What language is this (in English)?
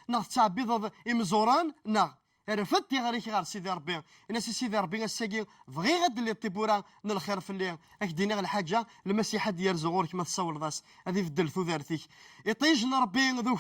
Kabyle